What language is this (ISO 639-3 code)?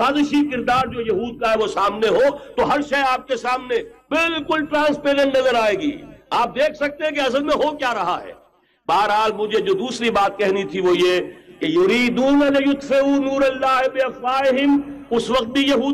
urd